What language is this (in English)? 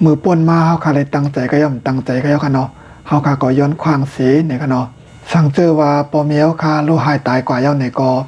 Shan